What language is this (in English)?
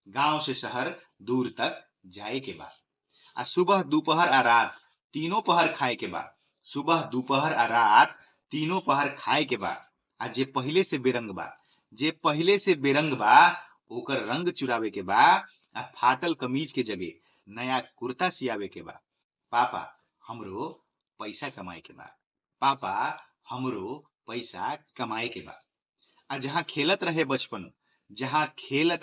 Bhojpuri